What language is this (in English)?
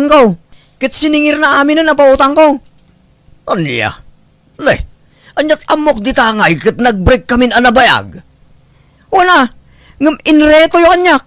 Iloko